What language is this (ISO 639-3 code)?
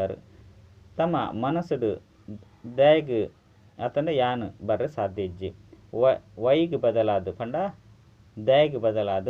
tcy